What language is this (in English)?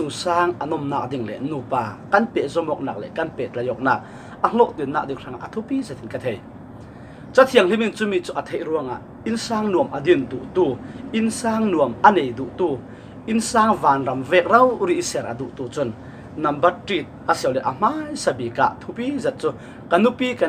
Falam Chin